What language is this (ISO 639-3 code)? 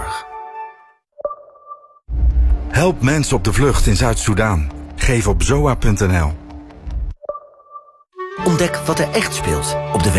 nld